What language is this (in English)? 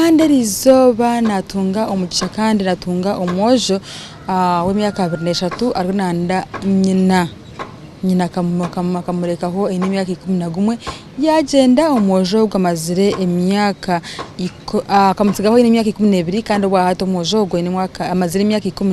Nyankole